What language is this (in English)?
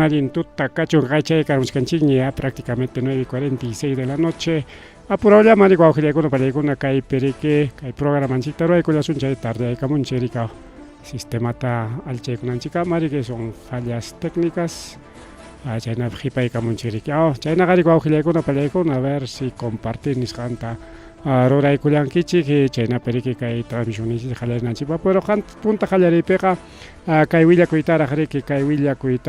Ayacucho Quechua